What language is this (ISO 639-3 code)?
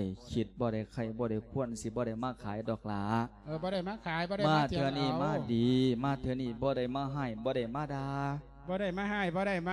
lao